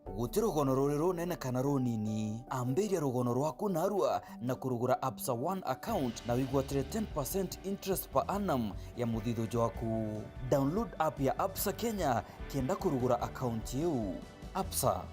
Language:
Meru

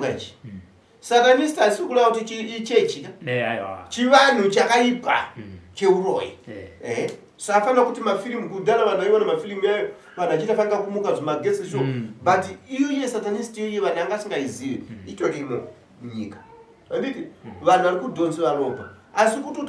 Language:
Shona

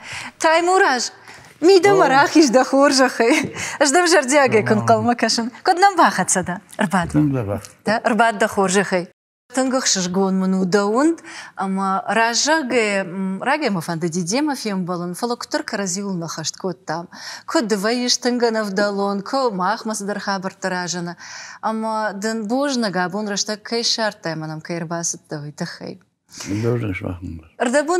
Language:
Ossetic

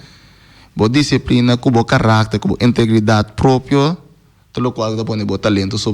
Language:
Papiamento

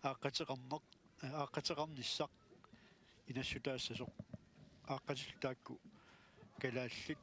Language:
Kalaallisut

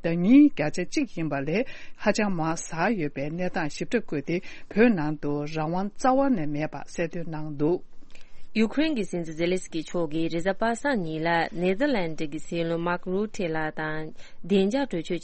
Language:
Tibetan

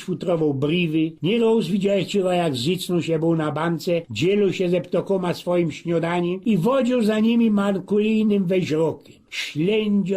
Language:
Silesian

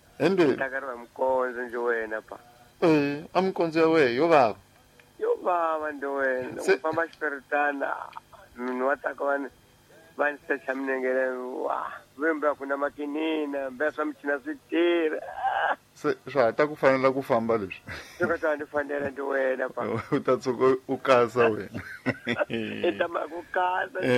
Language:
Tsonga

